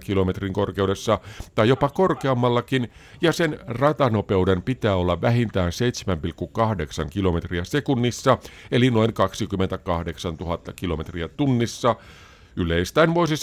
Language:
Finnish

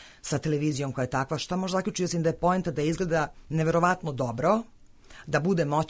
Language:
Serbian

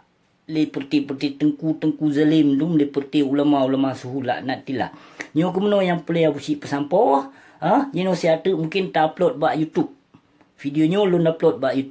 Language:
Achinese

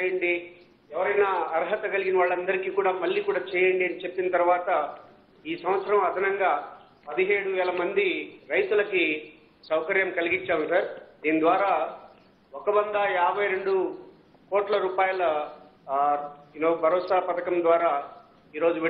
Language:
Telugu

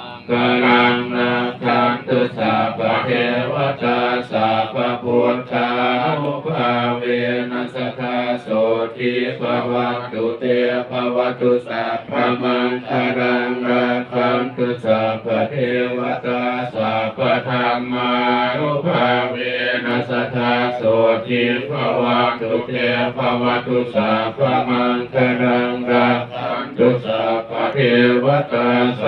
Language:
Pali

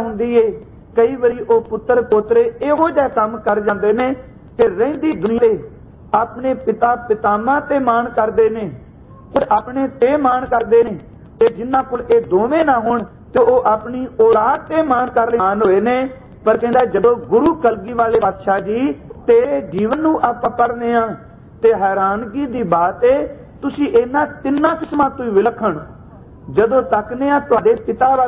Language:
Punjabi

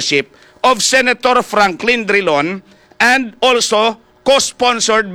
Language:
Hiligaynon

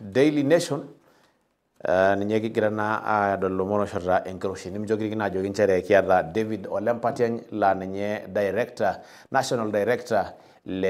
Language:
Masai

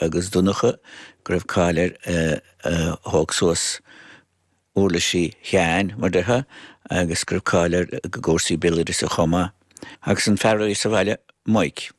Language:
Irish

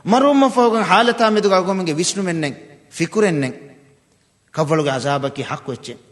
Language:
Divehi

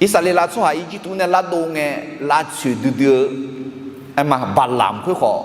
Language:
Akha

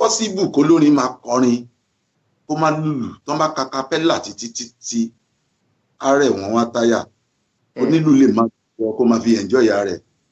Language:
Yoruba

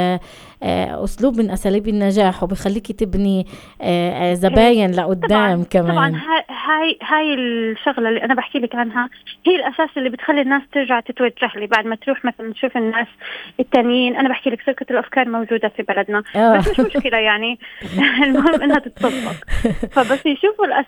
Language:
North Levantine Arabic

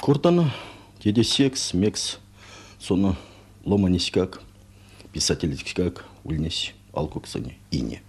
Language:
Erzya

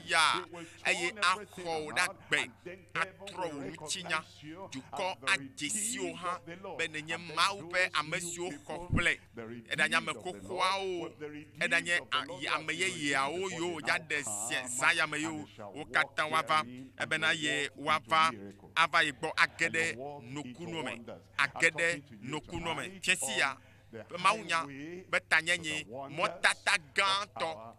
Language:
Ewe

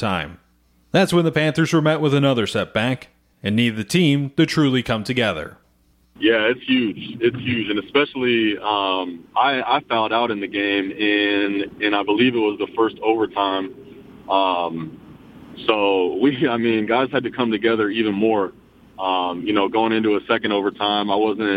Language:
English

